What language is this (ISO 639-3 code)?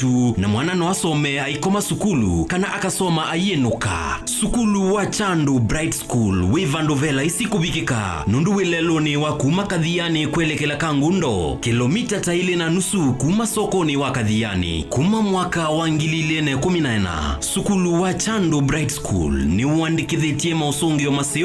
kam